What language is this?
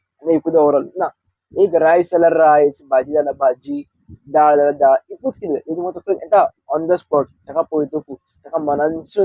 Konkani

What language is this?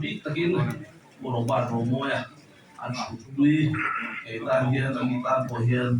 Mizo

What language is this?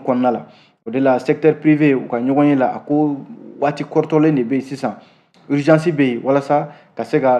Bambara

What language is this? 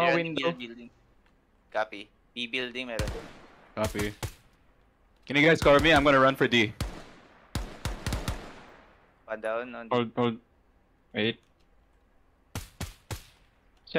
Filipino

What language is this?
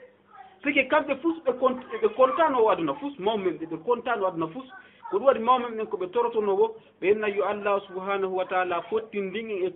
Fula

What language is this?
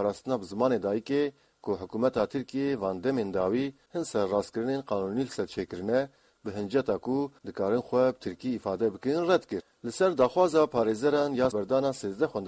Kurdish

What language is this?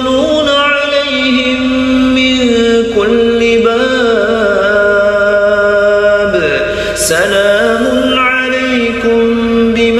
Arabic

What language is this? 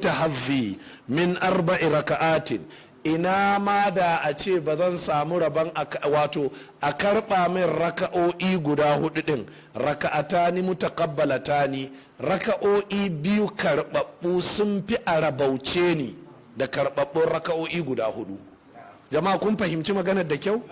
Hausa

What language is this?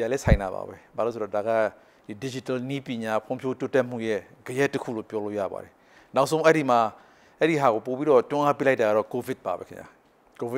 Burmese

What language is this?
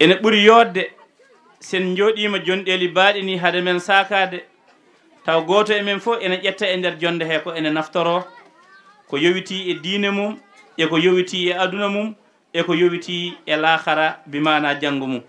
Fula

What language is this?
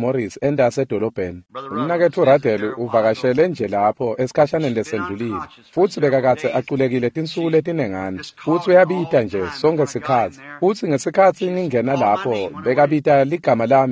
Swati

